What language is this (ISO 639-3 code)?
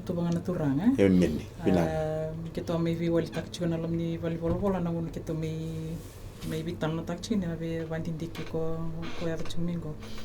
fij